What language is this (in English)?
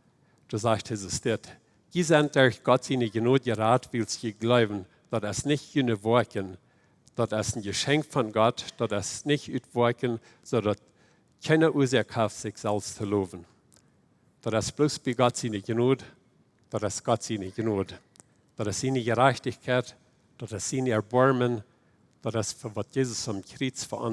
Plautdietsch